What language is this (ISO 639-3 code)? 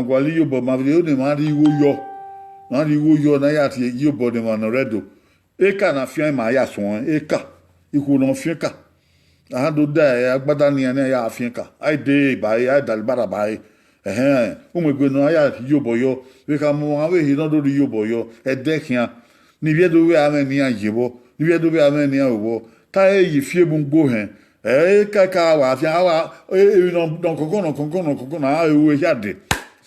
bin